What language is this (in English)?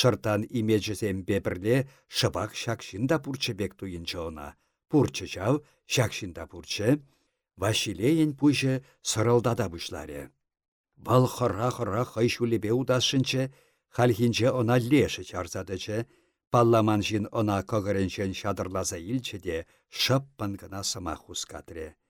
Chuvash